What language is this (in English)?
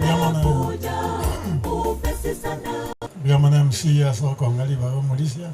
Gusii